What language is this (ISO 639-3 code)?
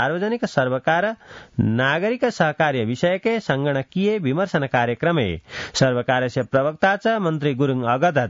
san